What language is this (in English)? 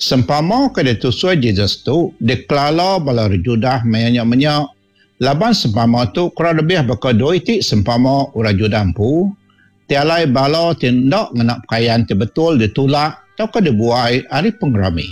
Iban